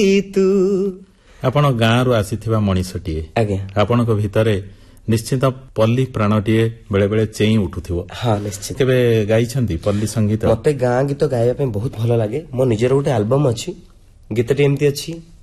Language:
Odia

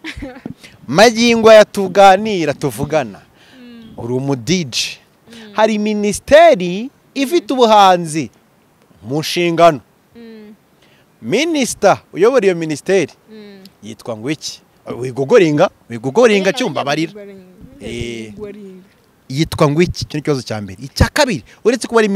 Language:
Kinyarwanda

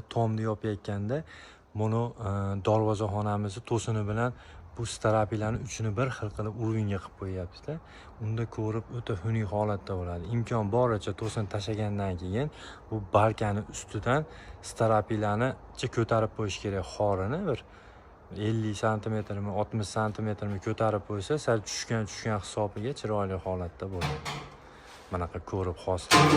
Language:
Uzbek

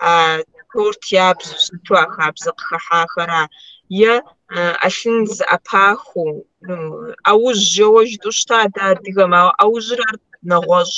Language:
Kabardian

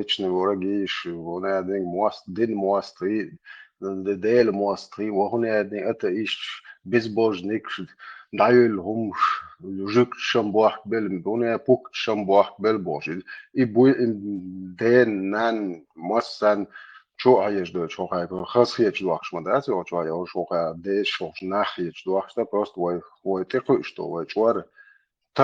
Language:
Chechen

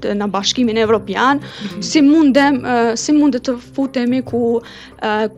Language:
Albanian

